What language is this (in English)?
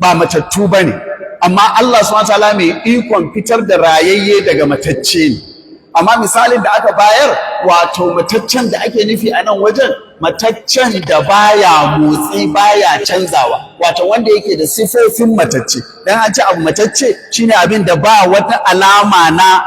Hausa